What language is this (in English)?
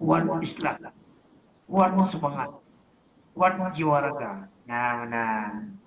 Achinese